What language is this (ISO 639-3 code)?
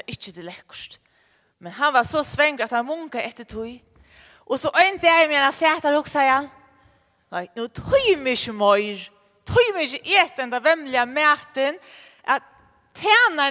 fao